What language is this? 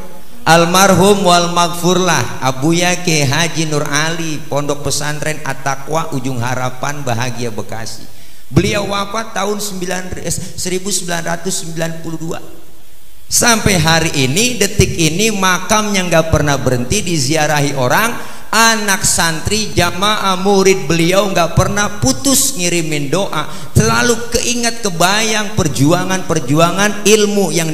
Betawi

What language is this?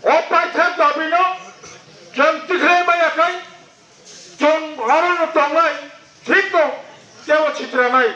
Kok Borok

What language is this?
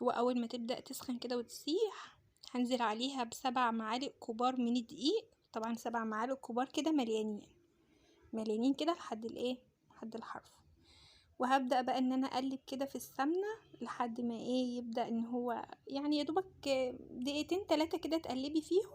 Egyptian Arabic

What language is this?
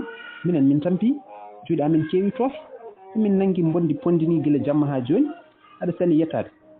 Fula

